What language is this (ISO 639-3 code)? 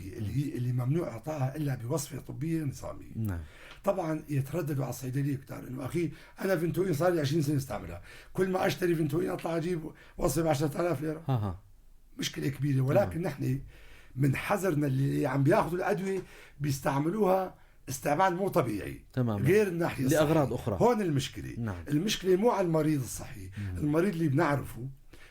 apc